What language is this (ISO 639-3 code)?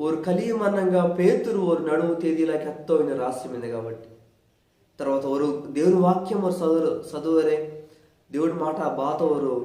kff